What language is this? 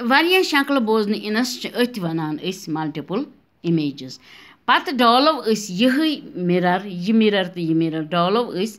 Kashmiri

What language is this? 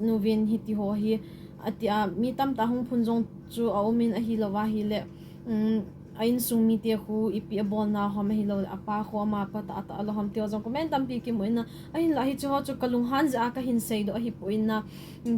Thado Chin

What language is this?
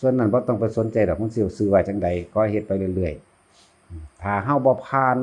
Northeastern Thai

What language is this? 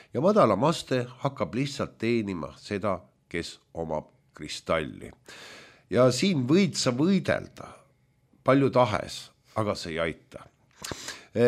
Estonian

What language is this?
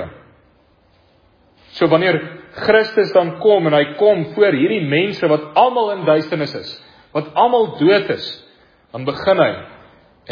Afrikaans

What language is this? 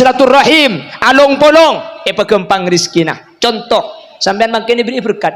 Madurese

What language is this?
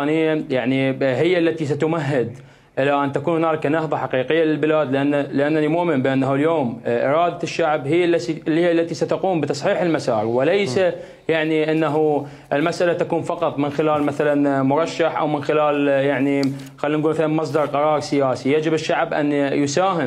Mesopotamian Arabic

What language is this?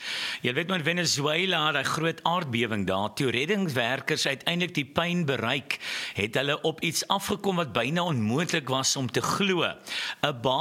Afrikaans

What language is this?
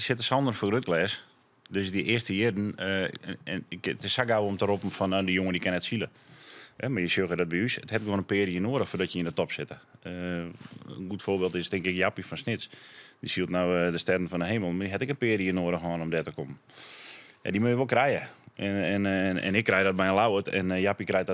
Western Frisian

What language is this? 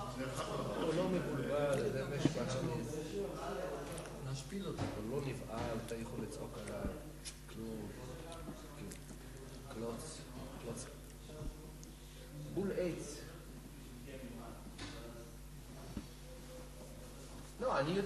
Hebrew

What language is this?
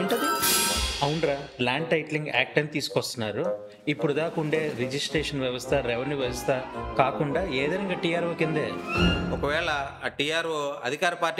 Telugu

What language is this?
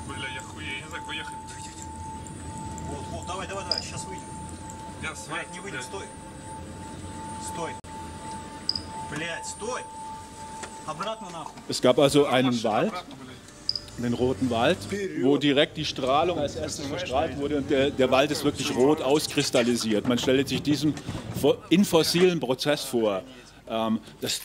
German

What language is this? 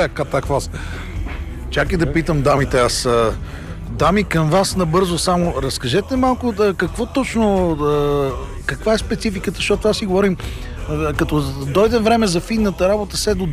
Bulgarian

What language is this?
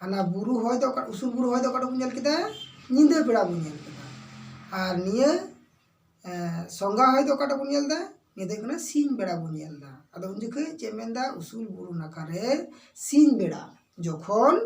Santali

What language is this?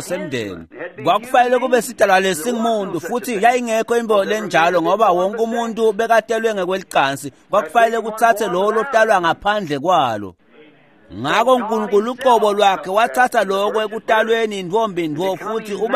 Swati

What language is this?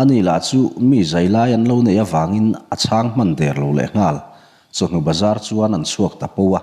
Mizo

